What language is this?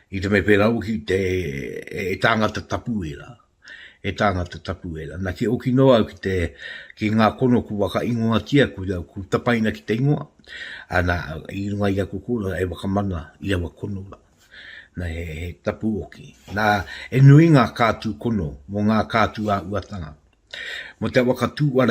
Māori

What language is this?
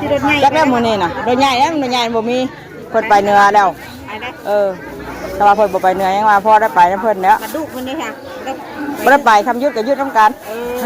Northeastern Thai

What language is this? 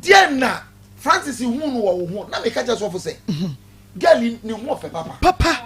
Akan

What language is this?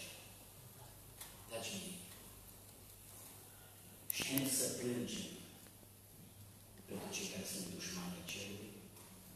Romanian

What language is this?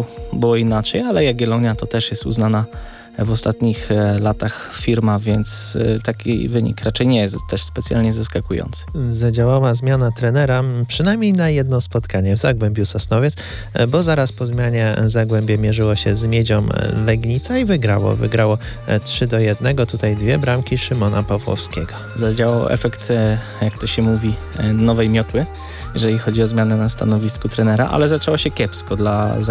Polish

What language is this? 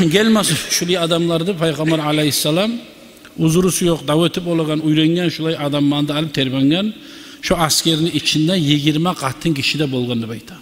Kumyk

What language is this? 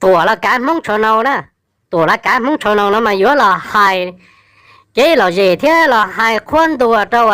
Hmong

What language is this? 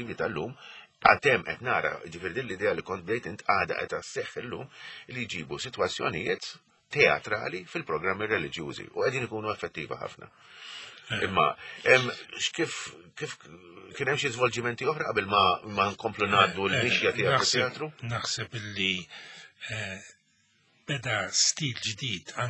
Maltese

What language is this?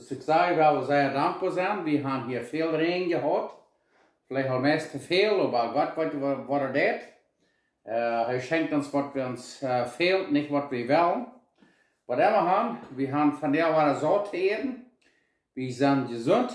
Plautdietsch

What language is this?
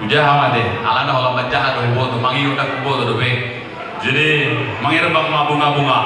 Batak Toba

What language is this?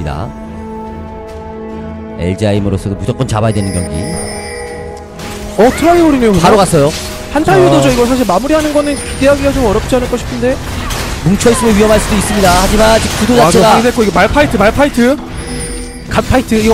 Korean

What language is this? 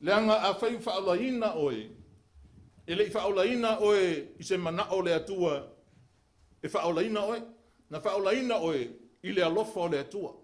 Samoan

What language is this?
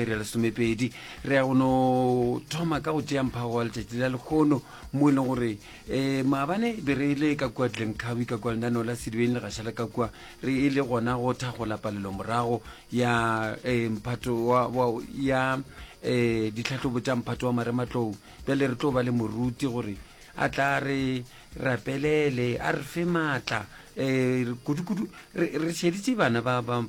Northern Sotho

